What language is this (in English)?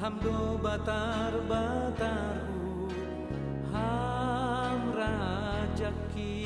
Batak Simalungun